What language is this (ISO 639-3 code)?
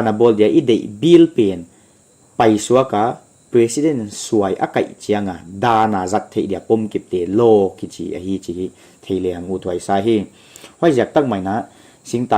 pck